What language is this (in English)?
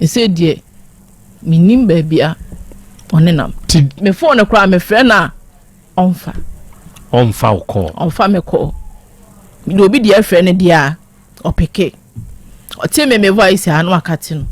Akan